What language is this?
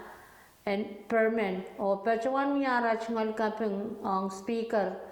Pohnpeian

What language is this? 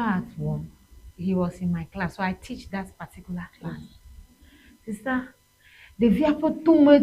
Ewe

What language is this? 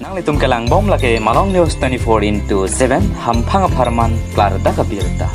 Karbi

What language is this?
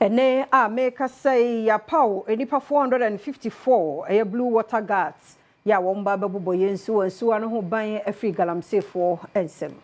Akan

